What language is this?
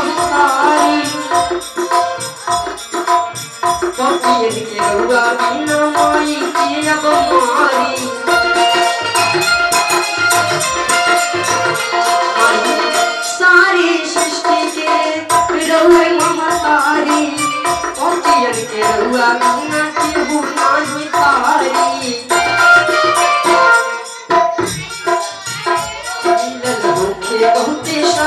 Bhojpuri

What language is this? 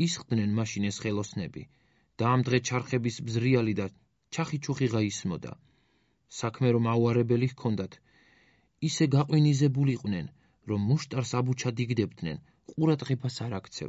Georgian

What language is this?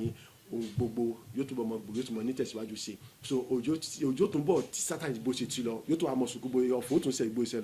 Yoruba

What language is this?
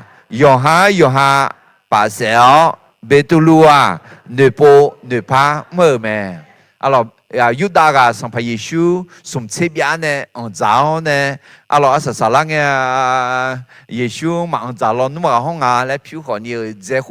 Akha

